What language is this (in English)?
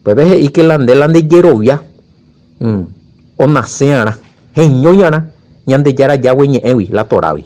Guarani